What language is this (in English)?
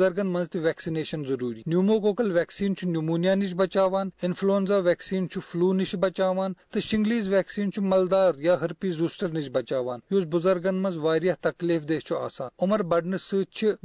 Kashmiri